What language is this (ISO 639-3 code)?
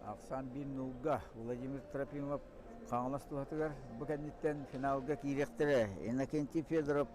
sah